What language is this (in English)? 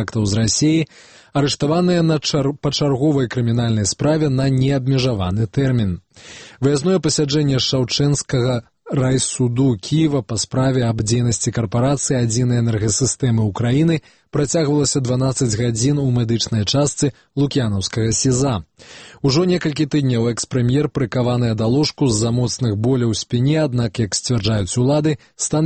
Belarusian